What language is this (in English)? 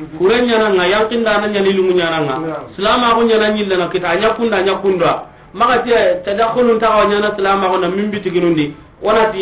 Soninke